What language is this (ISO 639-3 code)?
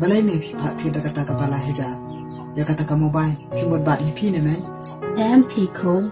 kha